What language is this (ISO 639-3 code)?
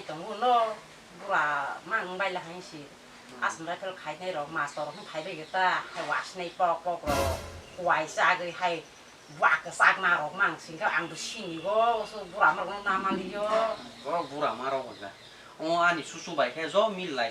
trp